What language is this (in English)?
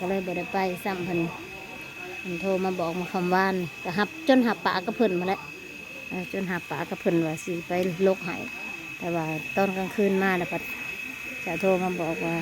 Northeastern Thai